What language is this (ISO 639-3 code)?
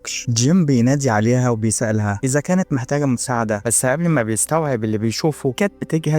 arz